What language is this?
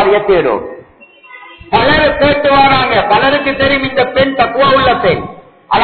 Tamil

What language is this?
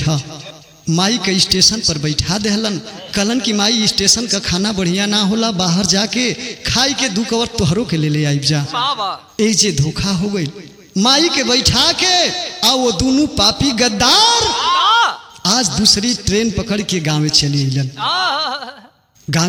Bhojpuri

